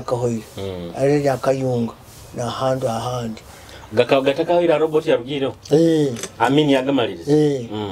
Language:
Nyoro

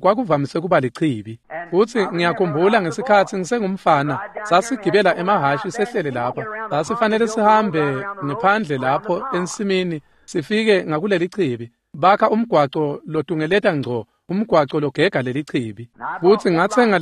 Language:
Swati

